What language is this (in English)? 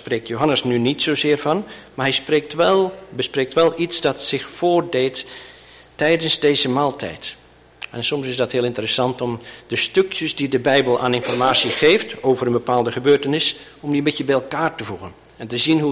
Dutch